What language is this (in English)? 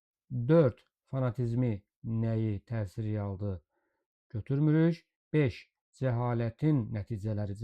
Azerbaijani